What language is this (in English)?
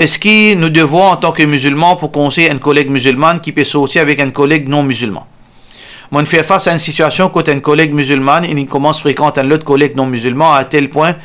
Morisyen